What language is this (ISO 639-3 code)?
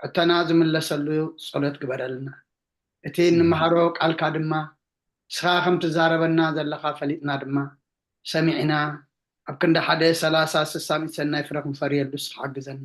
tir